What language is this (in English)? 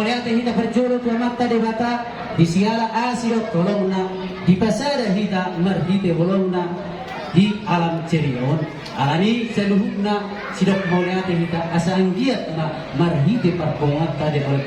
Batak Toba